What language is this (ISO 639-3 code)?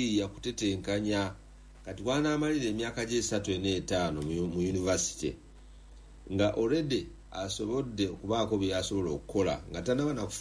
lug